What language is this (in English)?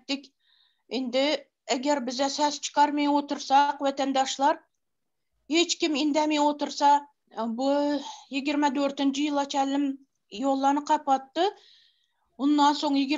Turkmen